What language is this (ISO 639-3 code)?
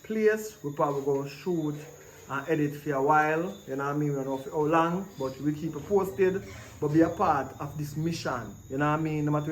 jam